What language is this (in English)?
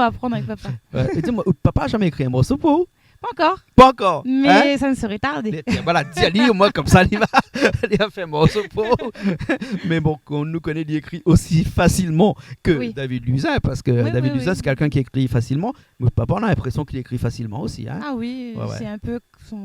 Réunion Creole French